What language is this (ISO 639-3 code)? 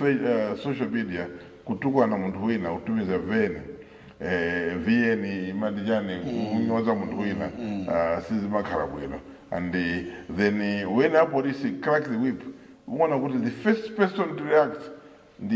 nya